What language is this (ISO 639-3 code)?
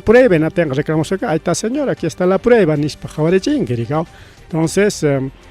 quy